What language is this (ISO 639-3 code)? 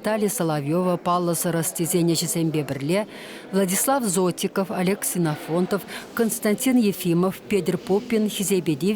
chv